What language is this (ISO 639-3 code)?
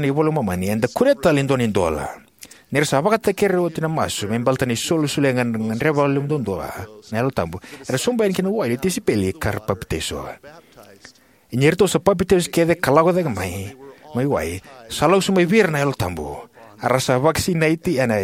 fij